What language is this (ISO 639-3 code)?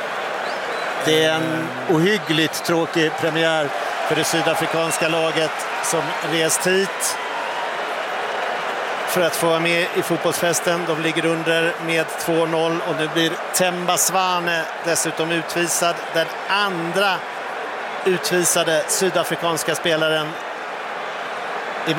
swe